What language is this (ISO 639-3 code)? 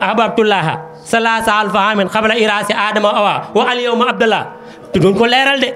wol